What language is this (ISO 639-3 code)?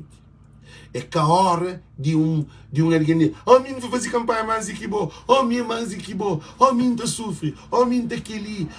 kea